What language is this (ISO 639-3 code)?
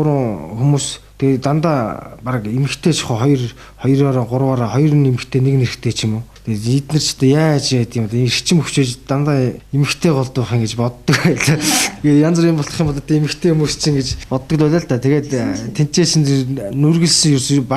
mon